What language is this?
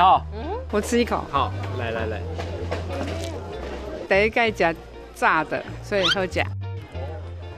Min Nan Chinese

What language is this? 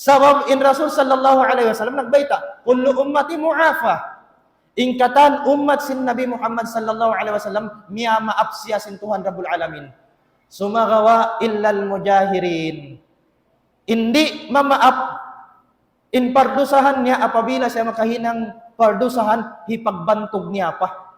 Tausug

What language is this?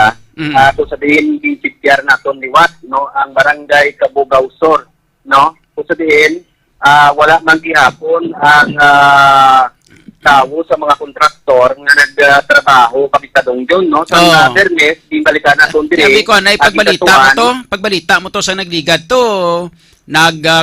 Hiligaynon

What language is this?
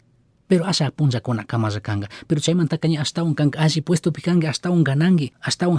Chimborazo Highland Quichua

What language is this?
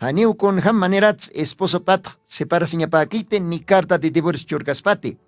Aymara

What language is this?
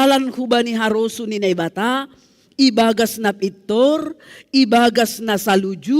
Batak Simalungun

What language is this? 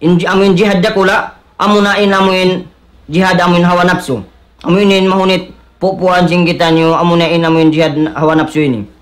Tausug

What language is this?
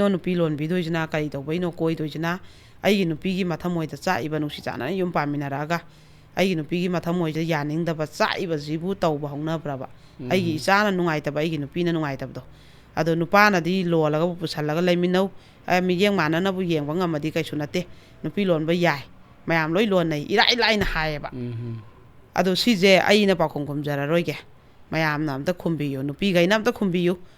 Manipuri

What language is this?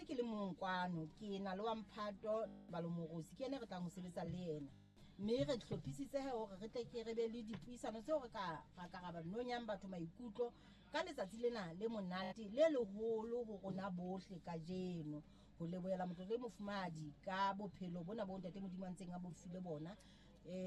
Southern Sotho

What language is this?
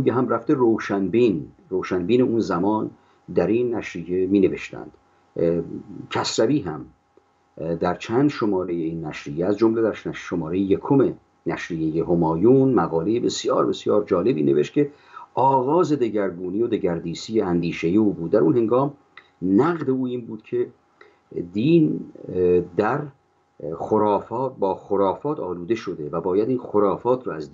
Persian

